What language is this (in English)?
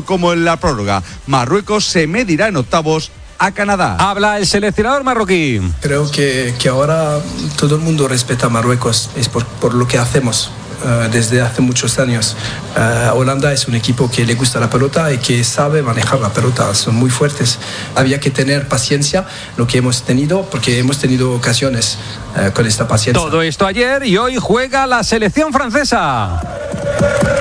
Spanish